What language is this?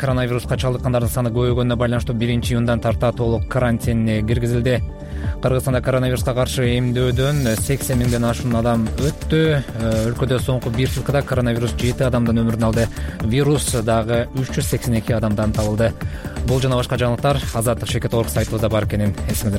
Kyrgyz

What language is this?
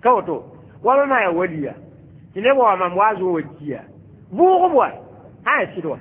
Mossi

